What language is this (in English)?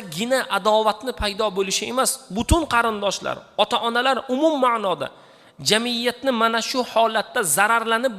Uzbek